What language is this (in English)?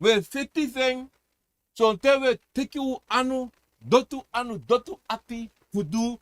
Sranan Tongo